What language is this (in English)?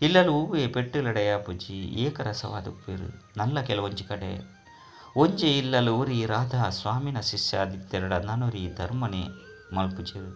Tulu